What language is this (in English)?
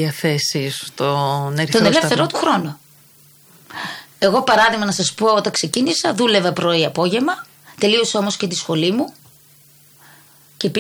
Greek